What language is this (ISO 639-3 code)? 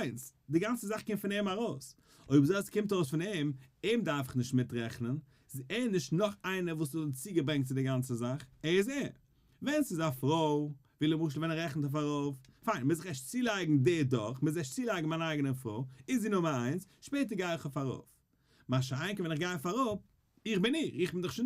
yid